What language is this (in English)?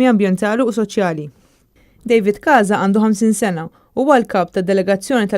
Maltese